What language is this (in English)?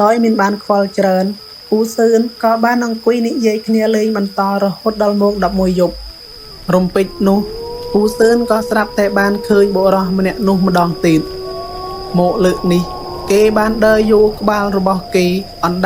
Khmer